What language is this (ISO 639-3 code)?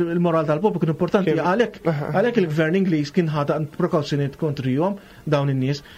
mlt